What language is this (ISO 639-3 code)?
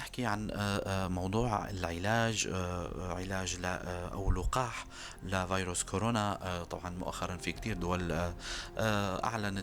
apc